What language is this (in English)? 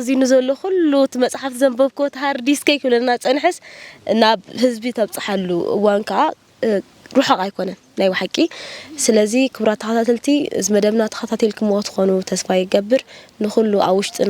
Tigrinya